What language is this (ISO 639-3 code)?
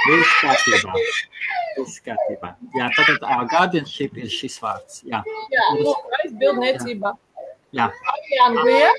lav